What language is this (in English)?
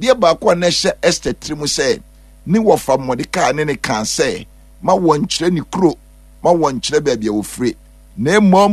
Akan